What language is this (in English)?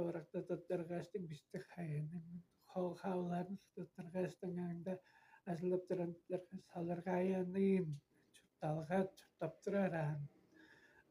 Tuvinian